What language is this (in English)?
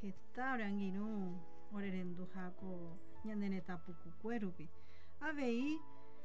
Guarani